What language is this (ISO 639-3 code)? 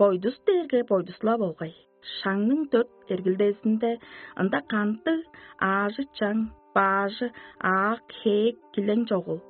tyv